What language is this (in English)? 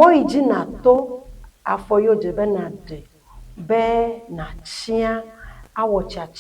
Ewe